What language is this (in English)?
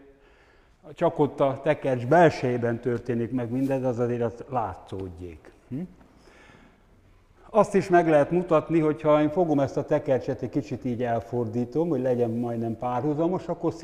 Hungarian